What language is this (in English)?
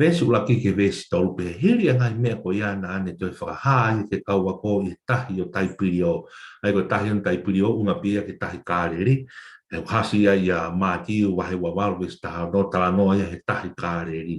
Tongan